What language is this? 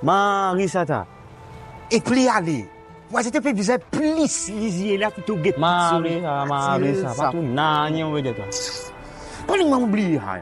Morisyen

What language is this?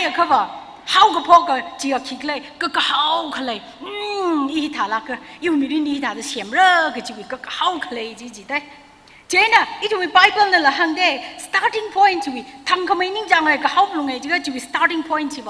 Tangkhul Naga (India)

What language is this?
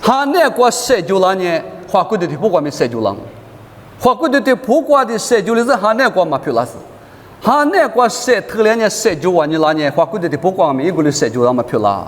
Lisu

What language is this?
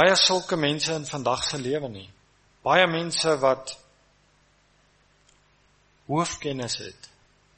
Afrikaans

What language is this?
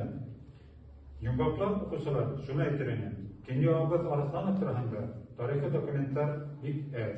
Bashkir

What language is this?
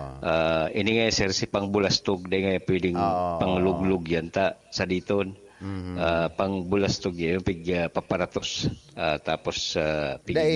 Bikol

